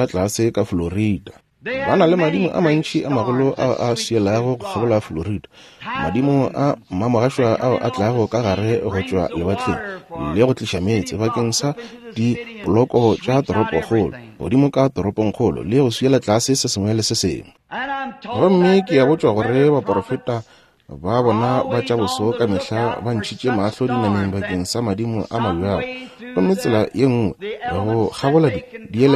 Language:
Northern Sotho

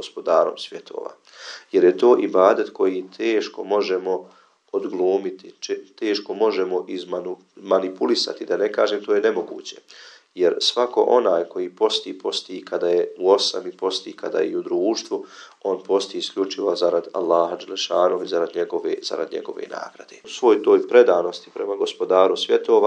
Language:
Bosnian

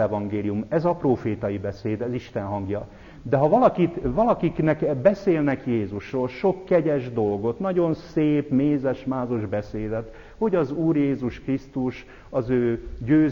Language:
Hungarian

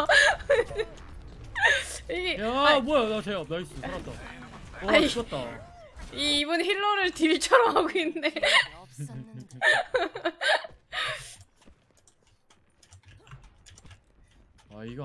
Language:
Korean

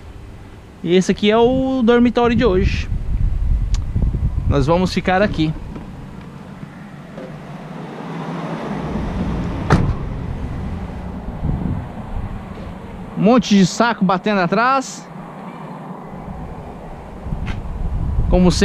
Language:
Portuguese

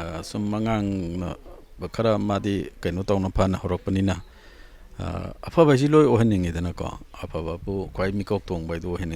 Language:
Manipuri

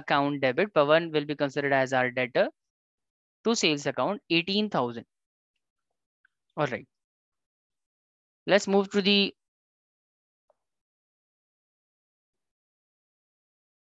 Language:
English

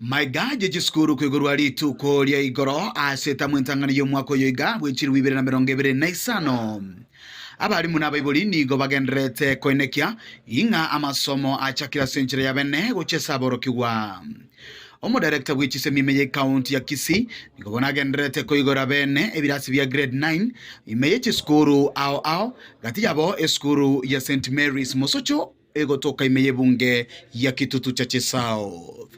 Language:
Gusii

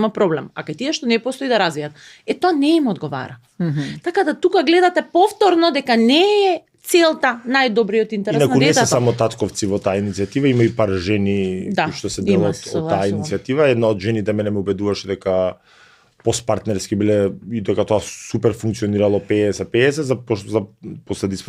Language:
Macedonian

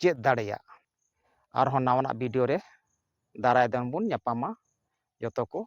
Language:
Santali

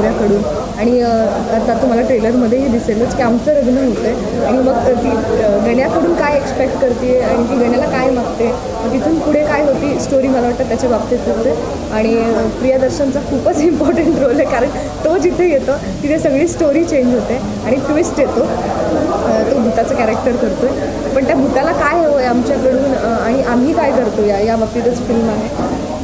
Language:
Marathi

